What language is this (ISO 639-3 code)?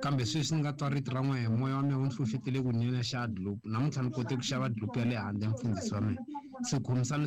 tso